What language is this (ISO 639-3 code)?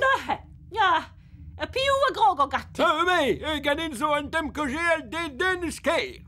bre